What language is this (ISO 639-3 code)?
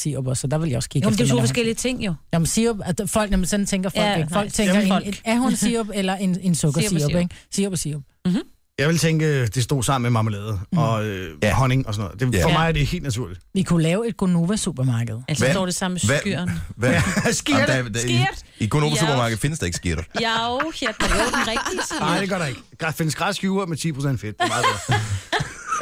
dan